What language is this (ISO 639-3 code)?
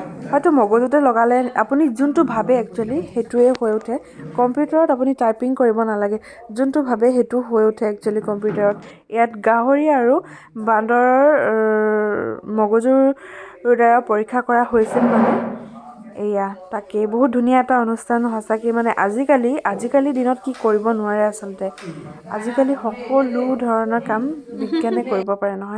asm